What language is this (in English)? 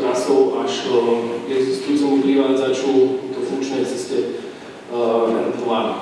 Slovak